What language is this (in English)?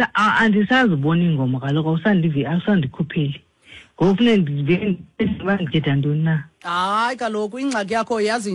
Xhosa